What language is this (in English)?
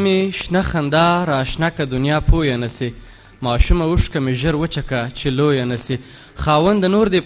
Pashto